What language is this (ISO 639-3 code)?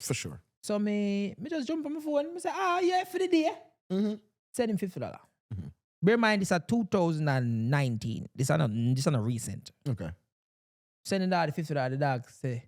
jam